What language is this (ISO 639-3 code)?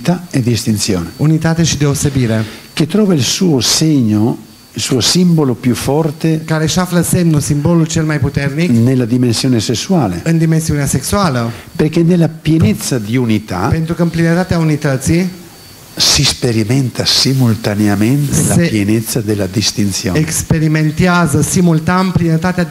ita